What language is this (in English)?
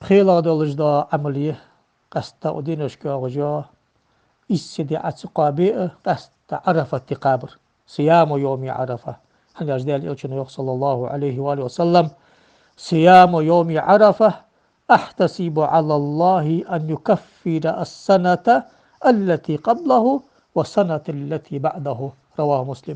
Ingush